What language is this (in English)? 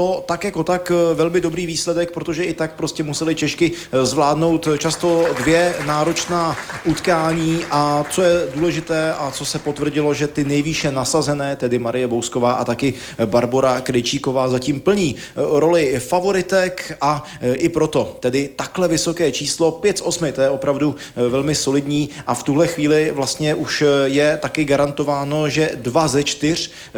Czech